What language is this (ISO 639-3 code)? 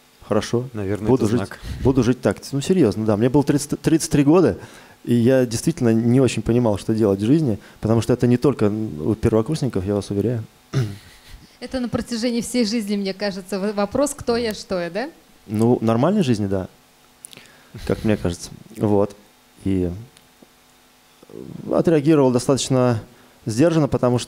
rus